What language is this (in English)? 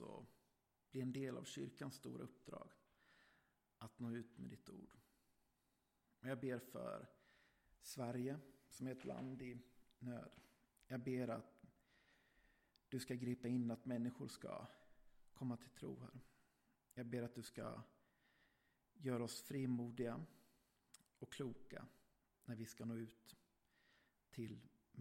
Swedish